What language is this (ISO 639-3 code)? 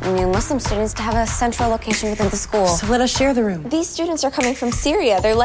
eng